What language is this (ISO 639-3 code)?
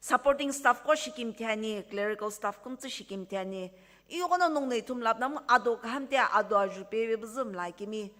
nsm